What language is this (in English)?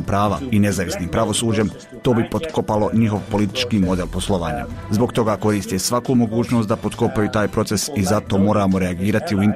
Croatian